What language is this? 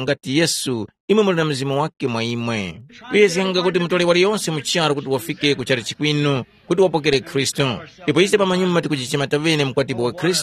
Tumbuka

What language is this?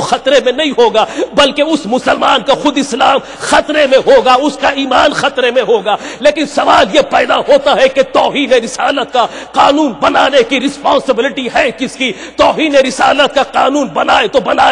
Urdu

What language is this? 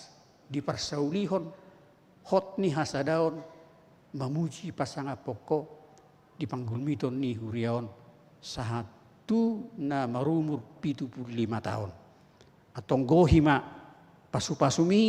Batak Toba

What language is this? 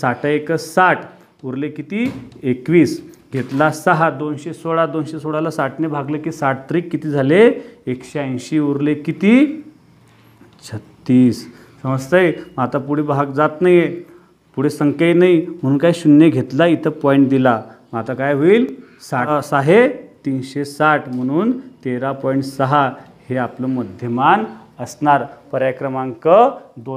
Marathi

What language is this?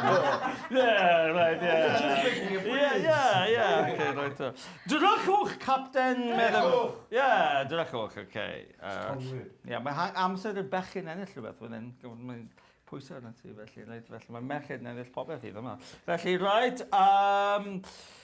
Welsh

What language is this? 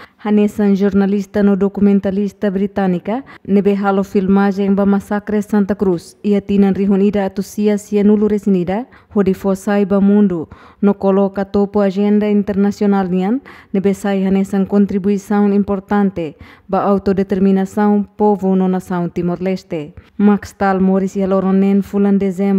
Tetum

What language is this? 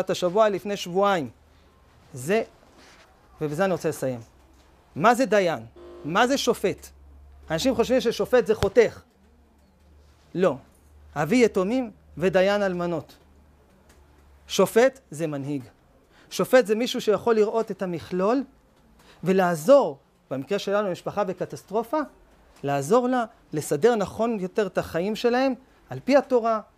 Hebrew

